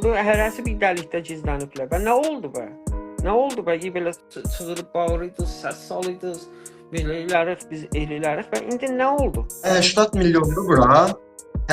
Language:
South Azerbaijani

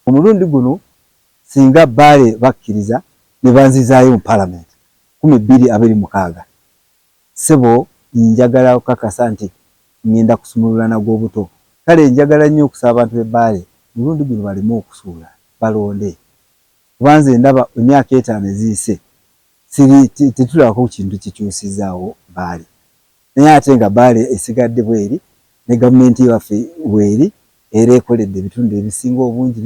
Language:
Ganda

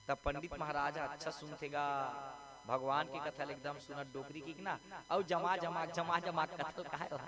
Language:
Chhattisgarhi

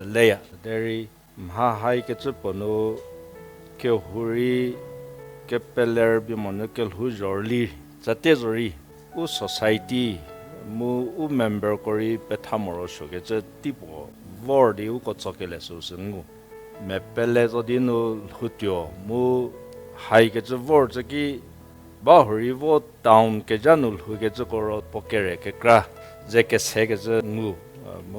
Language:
Angami Naga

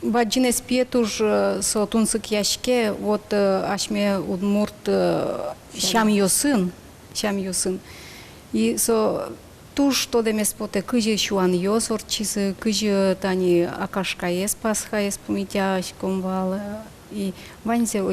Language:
Udmurt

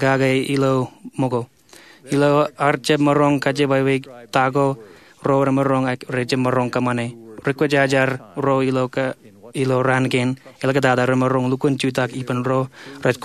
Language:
Marshallese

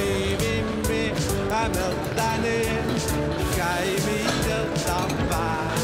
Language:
Kalaallisut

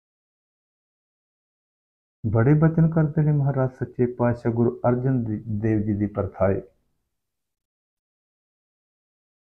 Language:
Punjabi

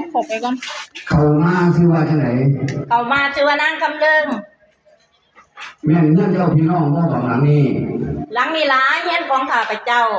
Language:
Lao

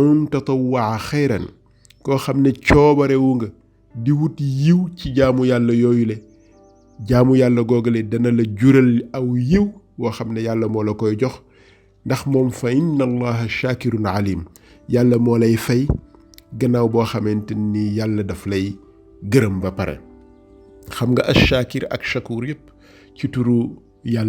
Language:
Wolof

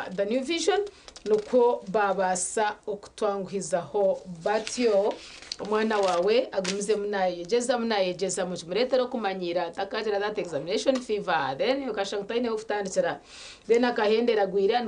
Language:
Nyankole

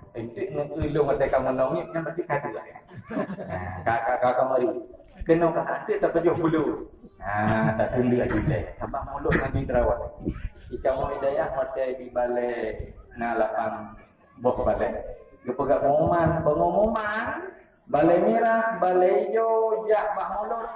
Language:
Achinese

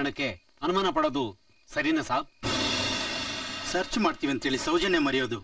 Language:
Kannada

